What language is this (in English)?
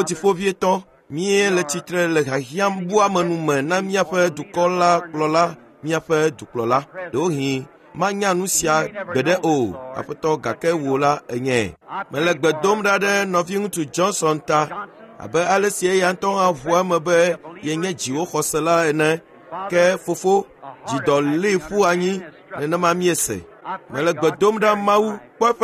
Ewe